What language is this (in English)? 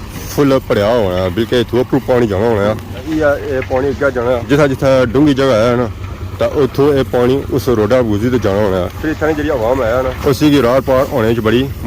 Pahari-Potwari